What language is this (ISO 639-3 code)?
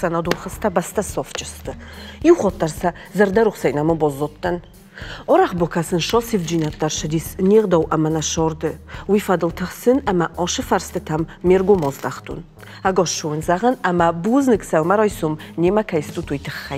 oss